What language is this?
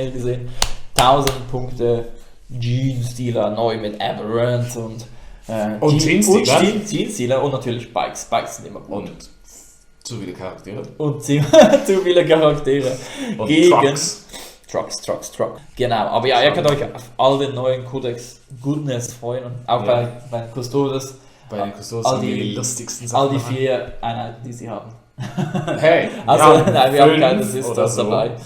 Swiss German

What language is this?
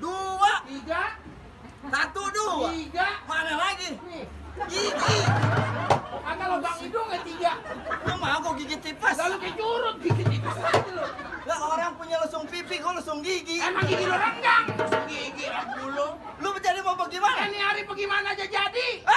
Betawi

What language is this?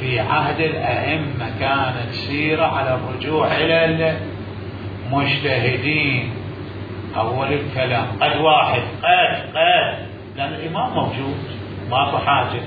Mesopotamian Arabic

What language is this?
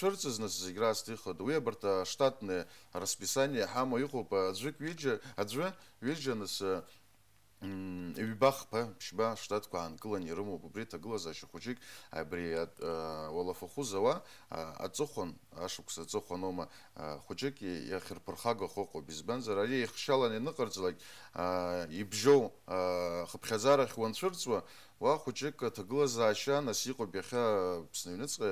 Abkhazian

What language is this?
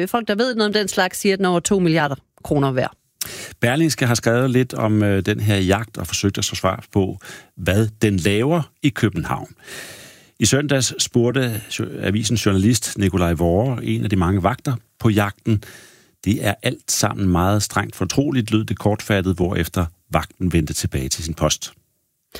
Danish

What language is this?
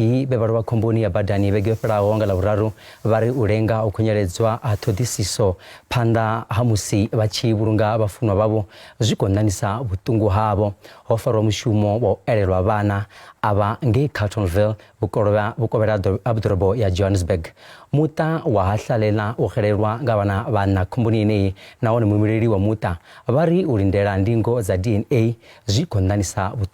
Venda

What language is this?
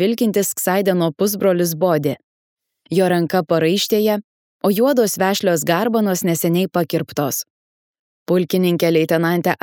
Lithuanian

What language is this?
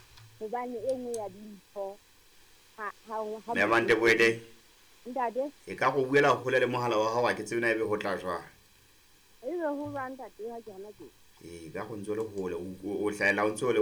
Southern Sotho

